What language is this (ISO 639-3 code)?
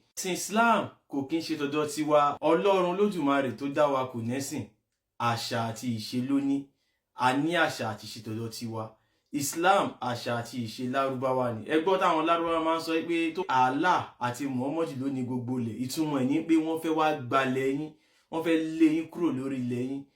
yor